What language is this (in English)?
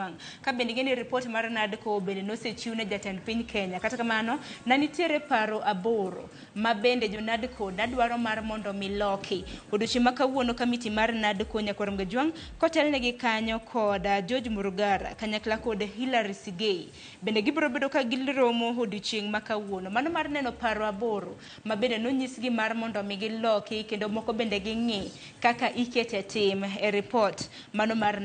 Luo (Kenya and Tanzania)